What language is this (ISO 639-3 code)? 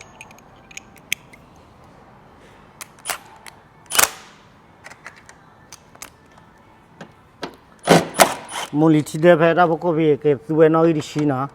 ksw